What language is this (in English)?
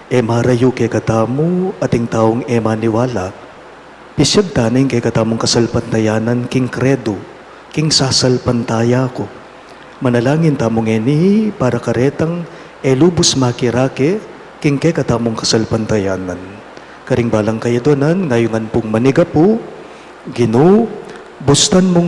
Pampanga